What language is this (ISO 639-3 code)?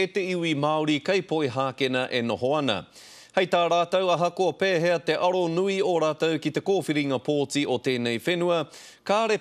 mri